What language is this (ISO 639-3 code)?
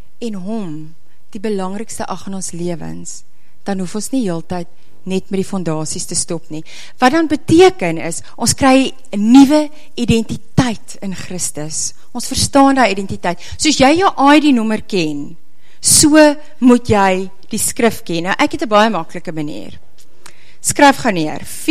afr